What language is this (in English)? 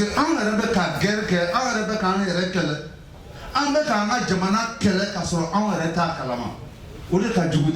Bambara